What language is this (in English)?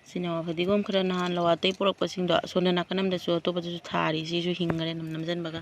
Manipuri